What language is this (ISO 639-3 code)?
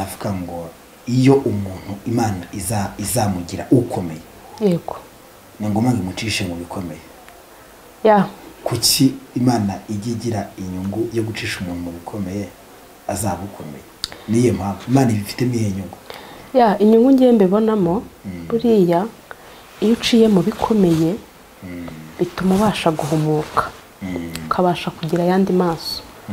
kin